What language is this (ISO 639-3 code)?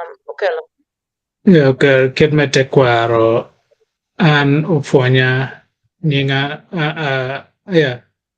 ach